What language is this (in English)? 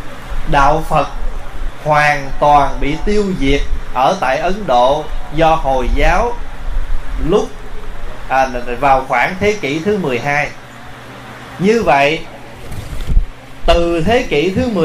Vietnamese